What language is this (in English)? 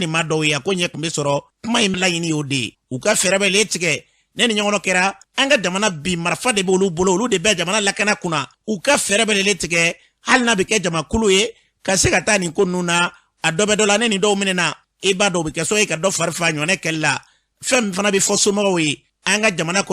Bambara